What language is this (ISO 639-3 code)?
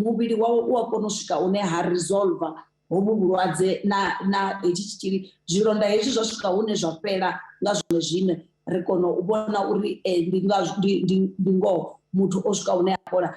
ven